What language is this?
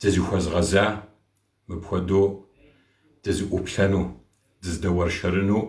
Kabardian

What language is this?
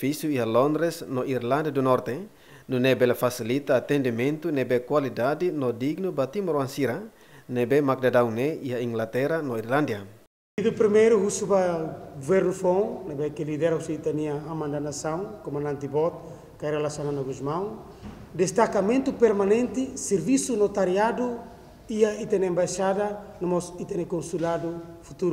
Tetum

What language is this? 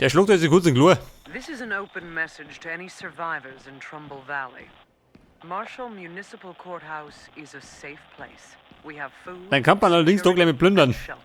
Bavarian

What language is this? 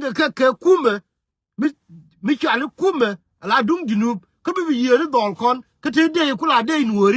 Nuer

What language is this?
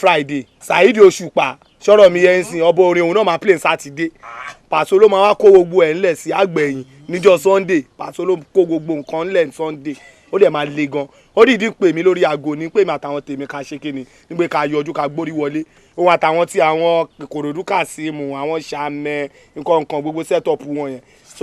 Yoruba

